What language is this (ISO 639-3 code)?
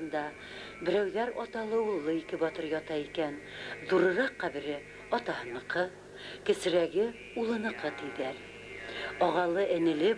bak